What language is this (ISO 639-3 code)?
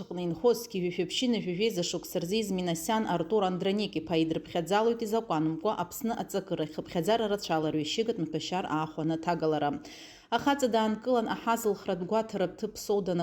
abk